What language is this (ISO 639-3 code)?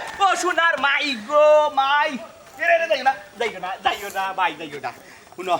syl